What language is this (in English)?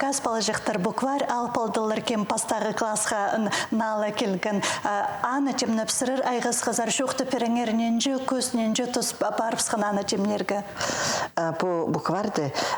Khakas